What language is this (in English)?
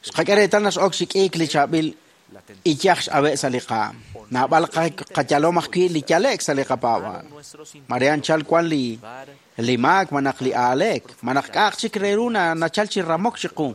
Kekchí